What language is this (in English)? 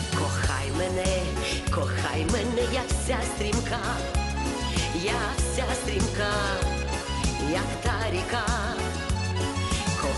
Ukrainian